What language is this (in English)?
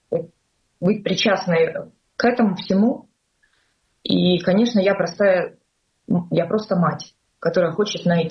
Russian